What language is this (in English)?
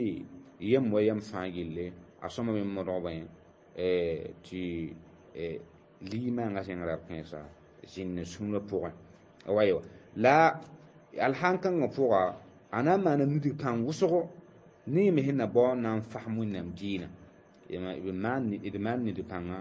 Mossi